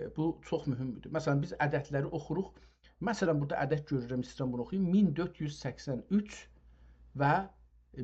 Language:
South Azerbaijani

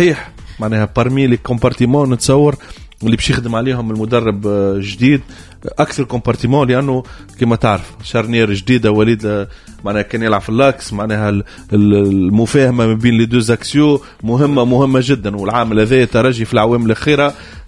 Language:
Tunisian Arabic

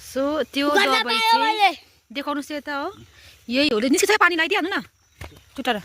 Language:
Nepali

